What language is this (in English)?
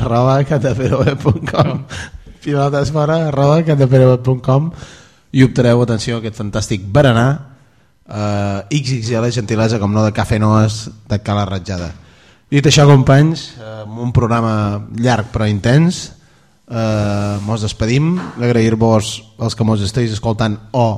Catalan